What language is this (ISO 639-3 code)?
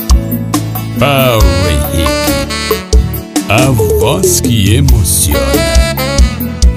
por